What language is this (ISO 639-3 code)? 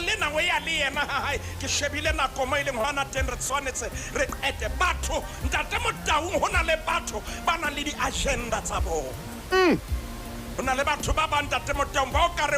sot